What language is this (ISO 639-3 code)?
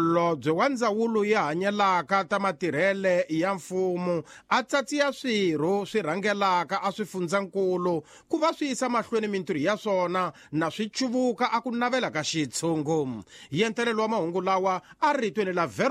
tso